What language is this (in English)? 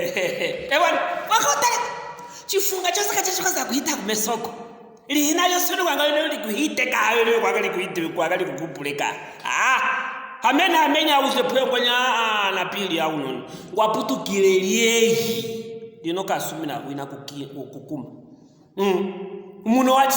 Luvale